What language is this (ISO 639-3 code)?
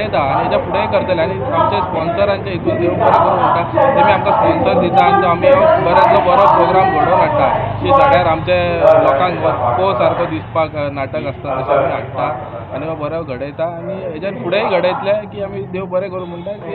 kok